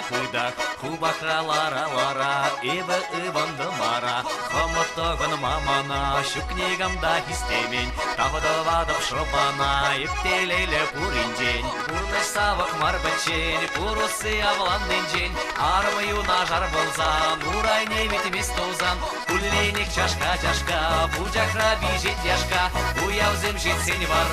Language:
Chuvash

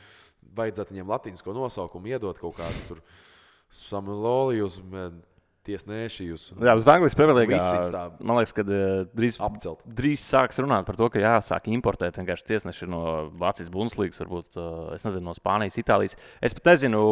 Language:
Latvian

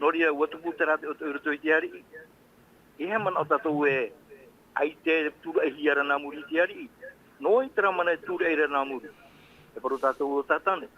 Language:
Tahitian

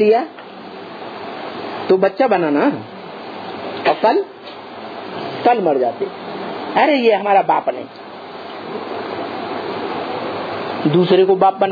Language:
Hindi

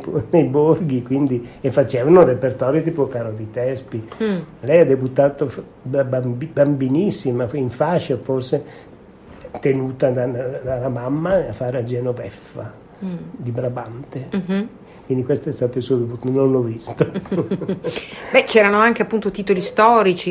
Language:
Italian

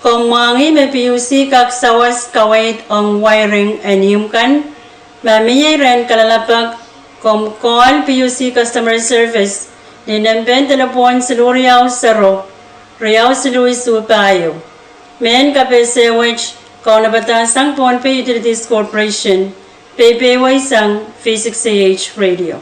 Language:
Pohnpeian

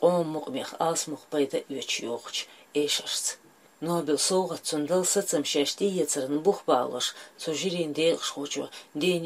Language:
Chechen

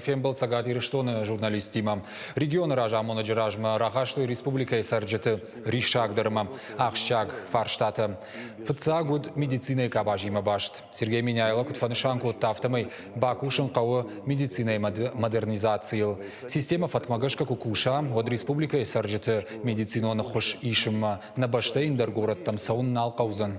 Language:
Ossetic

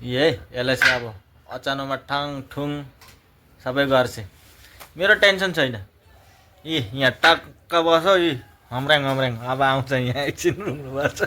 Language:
Nepali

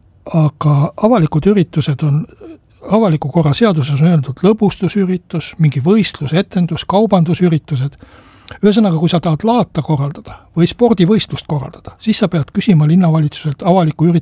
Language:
Estonian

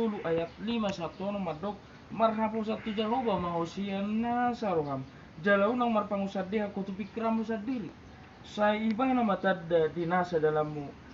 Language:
Batak Toba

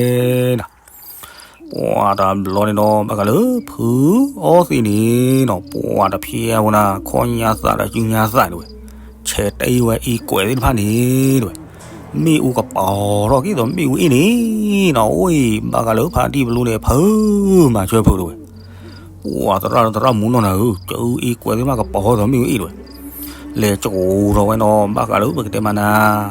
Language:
S'gaw Karen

